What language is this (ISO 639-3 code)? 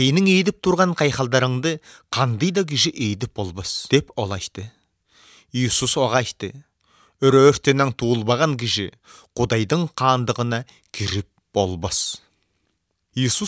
kir